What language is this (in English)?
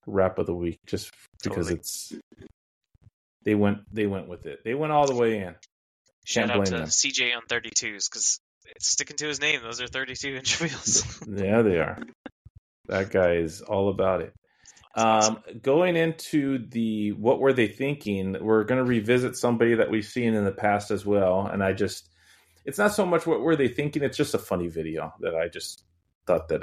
English